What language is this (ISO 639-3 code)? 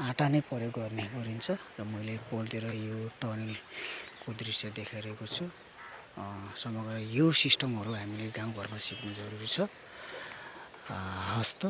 nep